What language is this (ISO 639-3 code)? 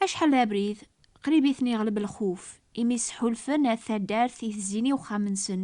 kab